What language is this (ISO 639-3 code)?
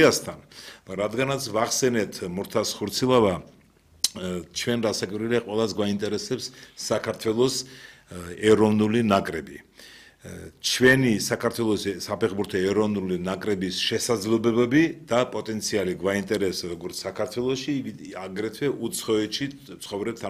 kat